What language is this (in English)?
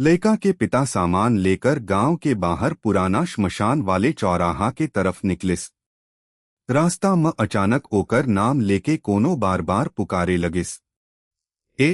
Chhattisgarhi